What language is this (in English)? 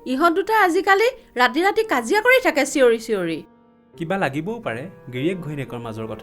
Assamese